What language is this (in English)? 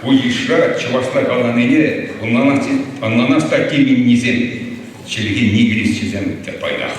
Chuvash